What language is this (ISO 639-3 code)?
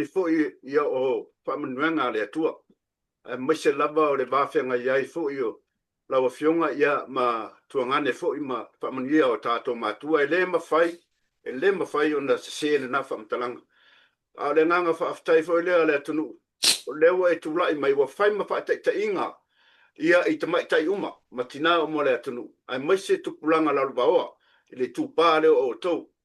smo